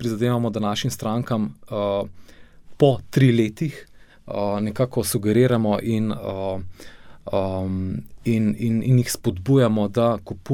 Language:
Slovenian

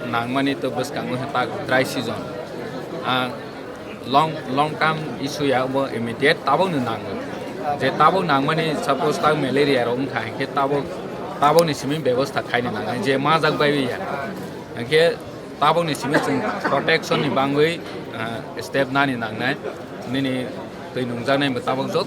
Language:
Kok Borok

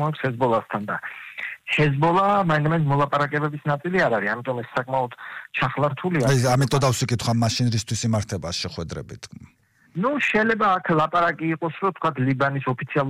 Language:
Georgian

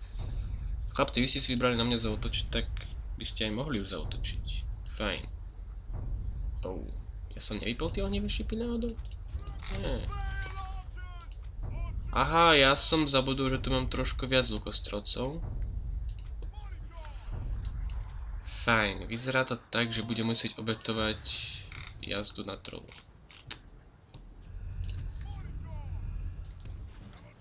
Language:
Slovak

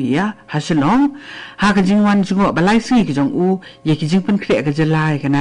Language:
Khasi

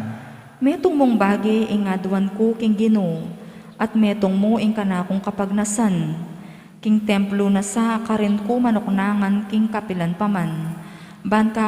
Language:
Pampanga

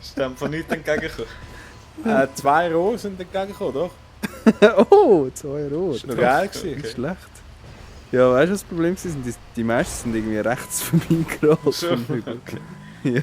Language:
Swiss German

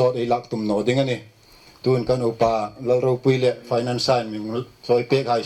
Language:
Hmar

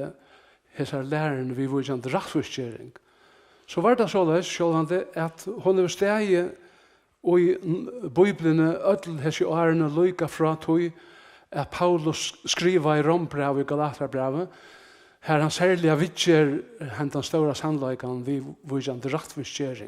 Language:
Faroese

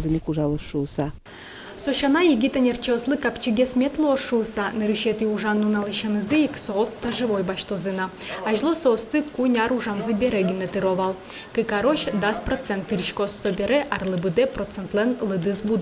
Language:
Udmurt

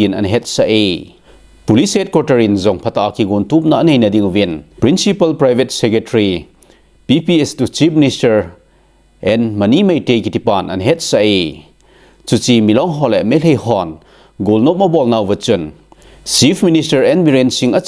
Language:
Thado Chin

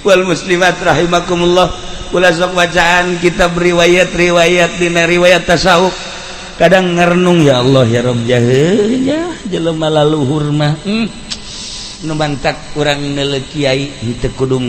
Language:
Sundanese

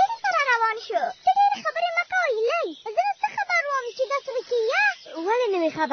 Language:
Pashto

